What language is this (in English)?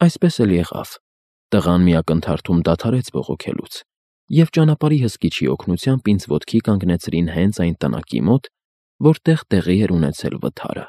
Armenian